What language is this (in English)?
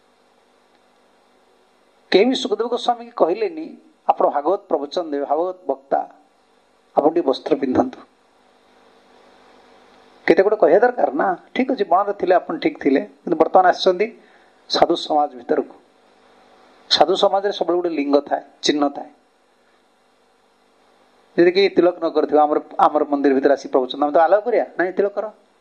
Odia